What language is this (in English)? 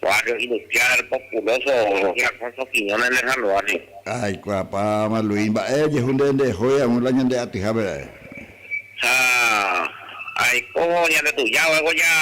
Guarani